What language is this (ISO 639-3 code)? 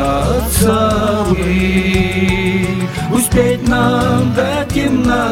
bua